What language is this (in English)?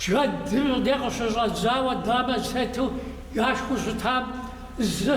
Kabardian